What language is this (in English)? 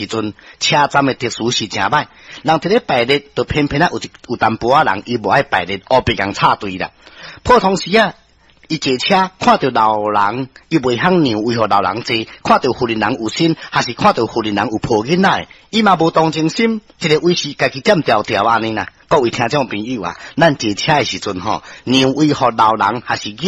Min Nan Chinese